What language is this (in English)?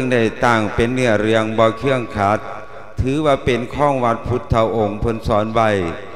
Lao